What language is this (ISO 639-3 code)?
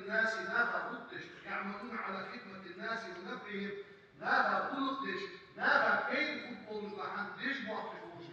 inh